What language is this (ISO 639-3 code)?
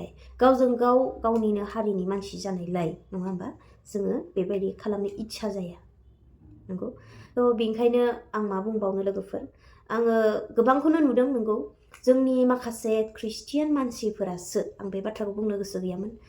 brx